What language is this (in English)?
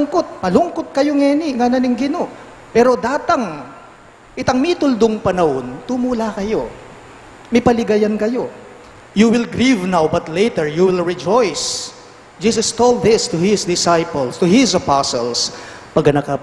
Pampanga